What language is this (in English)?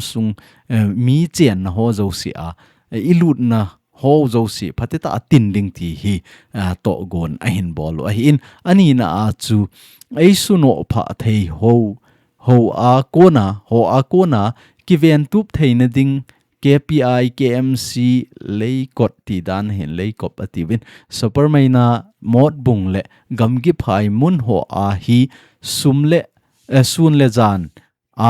Thado Chin